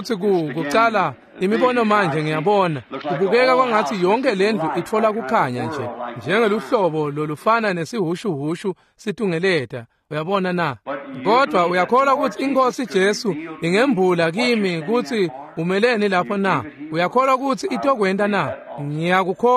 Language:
Swati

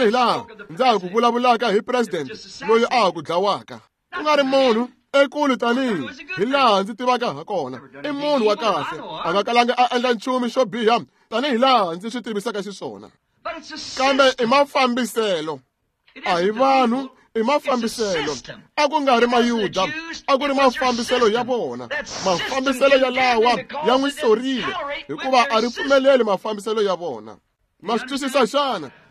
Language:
Tsonga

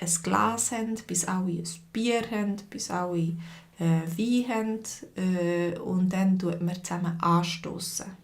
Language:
Swiss German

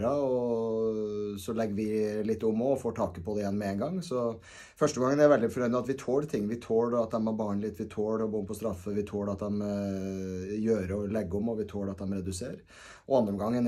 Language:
Norwegian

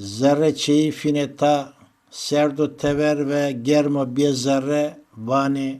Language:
Zaza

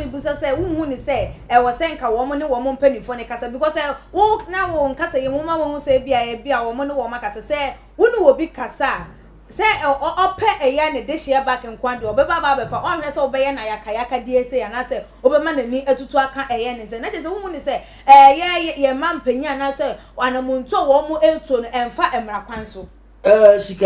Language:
Akan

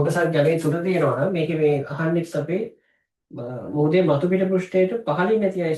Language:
Sinhala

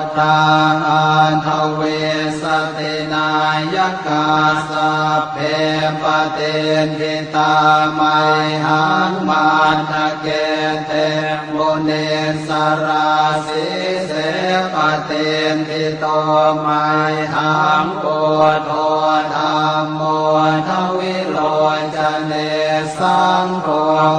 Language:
Pali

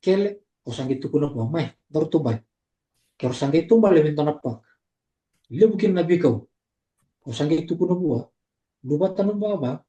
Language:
Fijian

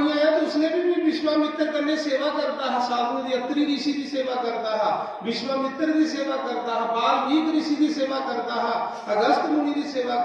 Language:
Dogri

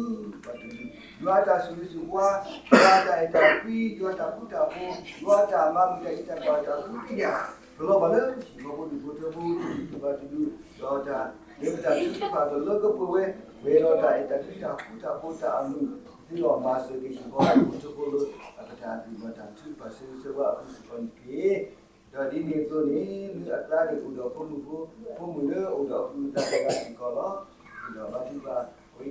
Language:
S'gaw Karen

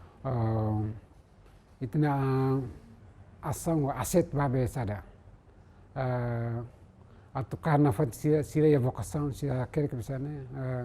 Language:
Tetum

